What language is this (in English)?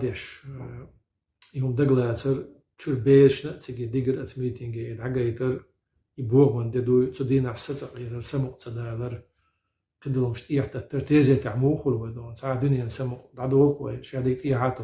Chechen